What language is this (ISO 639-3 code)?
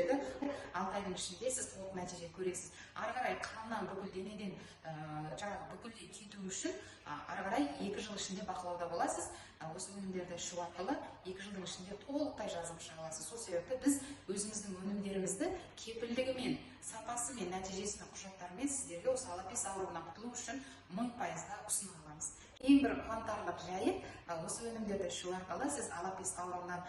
kaz